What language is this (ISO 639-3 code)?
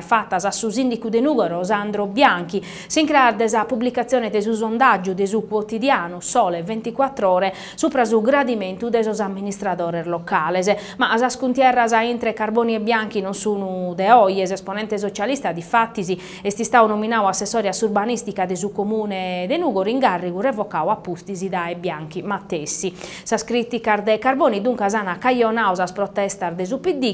srd